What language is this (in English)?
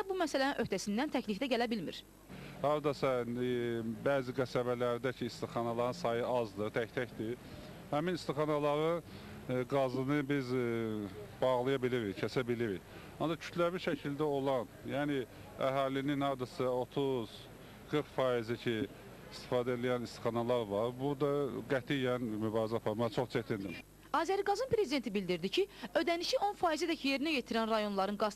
Azerbaijani